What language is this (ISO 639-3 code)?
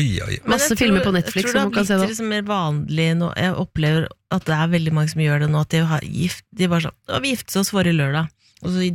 nor